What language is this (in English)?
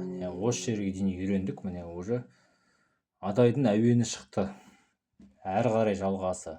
Kazakh